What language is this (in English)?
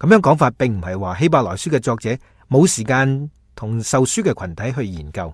Cantonese